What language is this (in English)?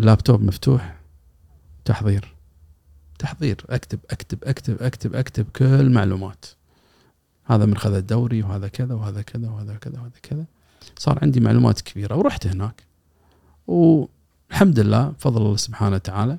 Gulf Arabic